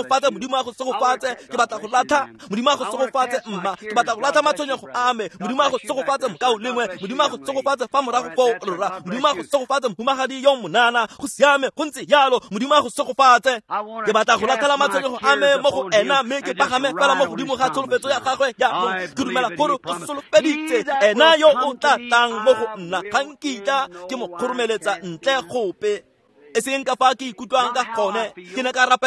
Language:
Tswana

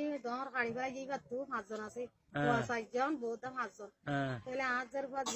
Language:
Rohingya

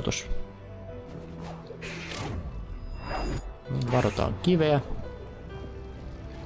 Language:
Finnish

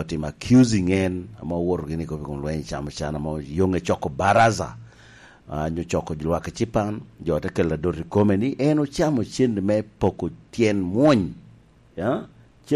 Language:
Lango (Uganda)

